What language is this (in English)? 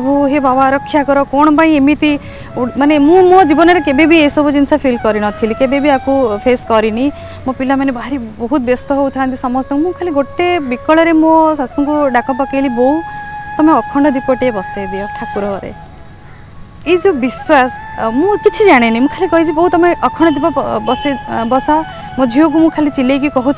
Odia